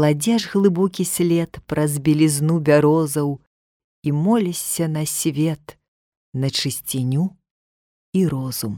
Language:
Belarusian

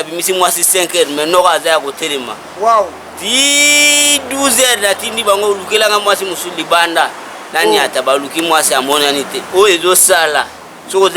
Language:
Lingala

